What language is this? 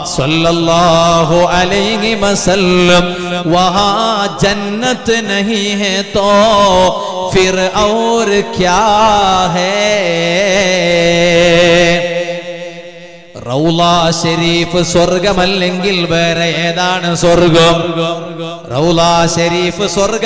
Malayalam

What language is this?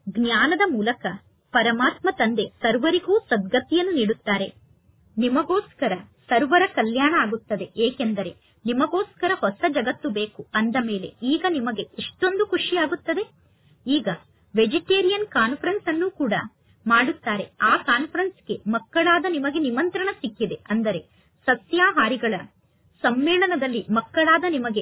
Kannada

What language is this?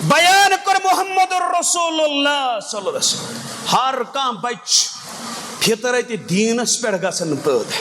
Kashmiri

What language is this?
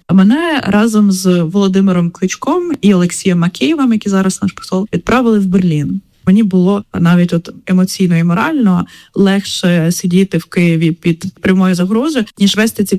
Ukrainian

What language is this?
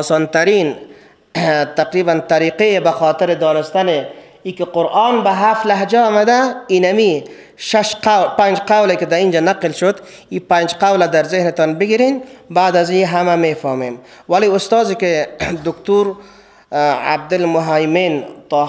Persian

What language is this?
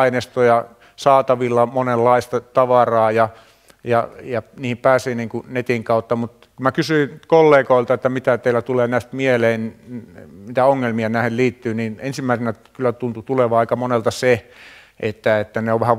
Finnish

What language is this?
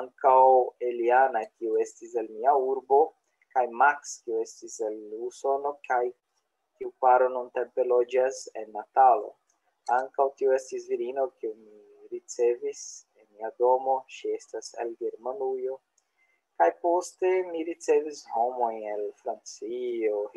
Esperanto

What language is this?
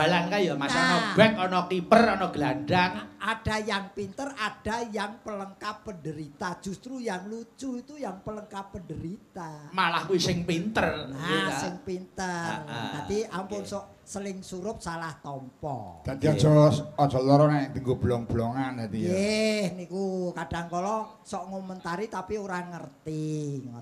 Javanese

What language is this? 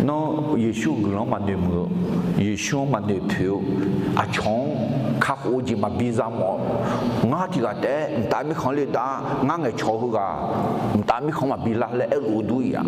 Akha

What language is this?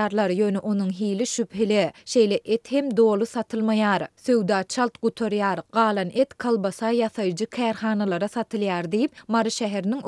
Turkmen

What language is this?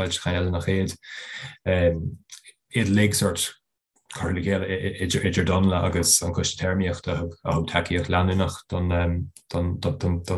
Irish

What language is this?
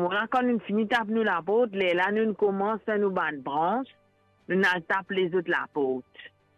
Morisyen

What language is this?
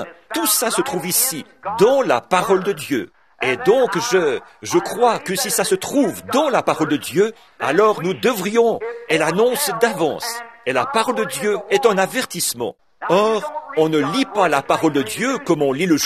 French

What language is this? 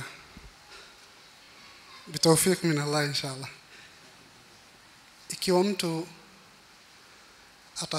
Swahili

